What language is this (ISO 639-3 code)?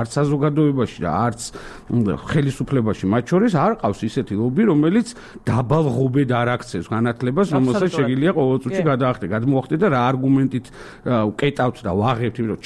kat